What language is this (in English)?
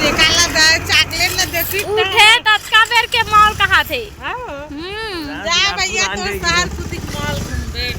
Chhattisgarhi